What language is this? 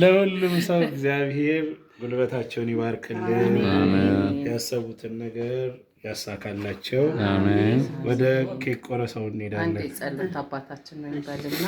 Amharic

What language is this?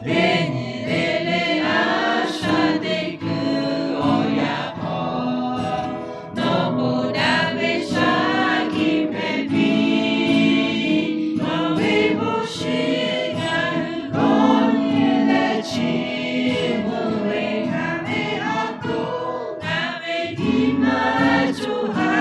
Lahu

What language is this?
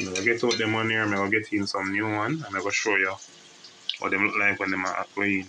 Jamaican Creole English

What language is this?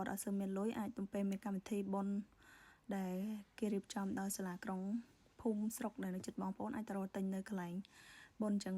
Khmer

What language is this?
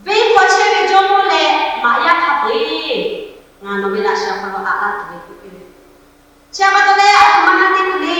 Lahu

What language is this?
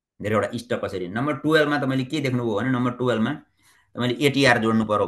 Nepali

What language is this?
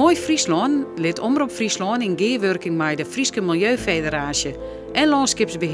Western Frisian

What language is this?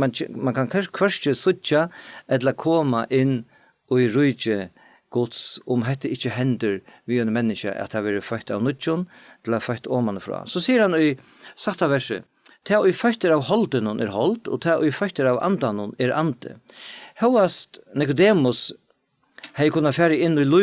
Faroese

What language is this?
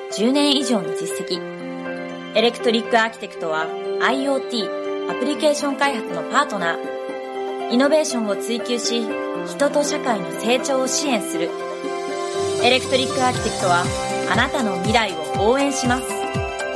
Japanese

